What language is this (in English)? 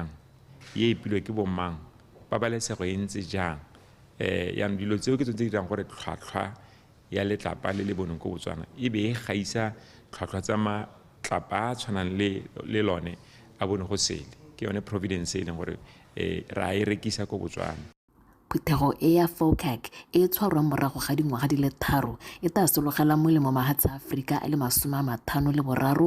Tswana